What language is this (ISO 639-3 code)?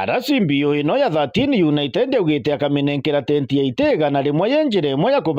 mer